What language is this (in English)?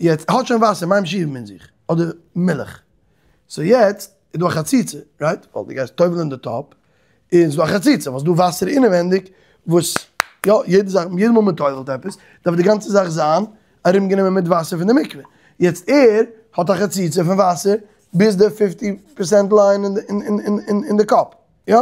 Yiddish